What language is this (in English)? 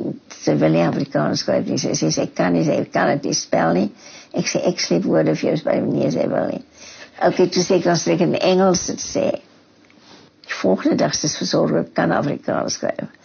Afrikaans